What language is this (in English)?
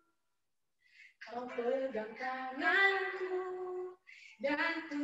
Indonesian